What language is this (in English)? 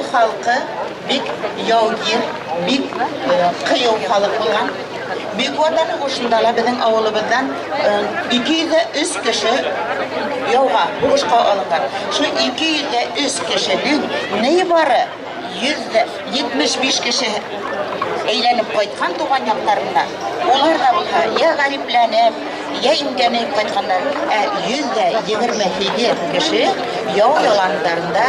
Bashkir